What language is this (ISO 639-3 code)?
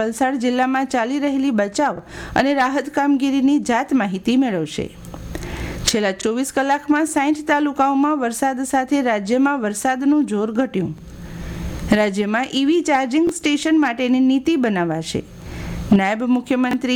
guj